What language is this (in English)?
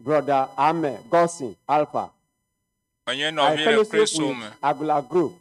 Ewe